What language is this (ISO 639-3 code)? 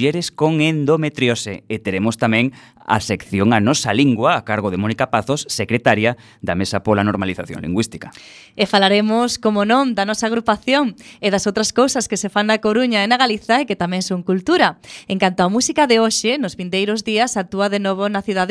glg